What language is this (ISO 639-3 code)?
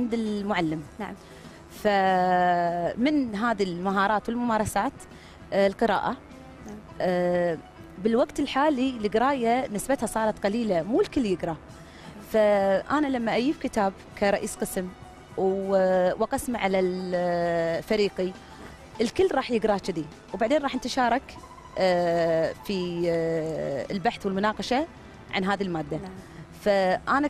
afb